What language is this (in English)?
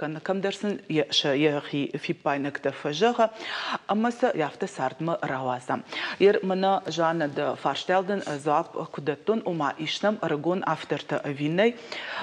Ossetic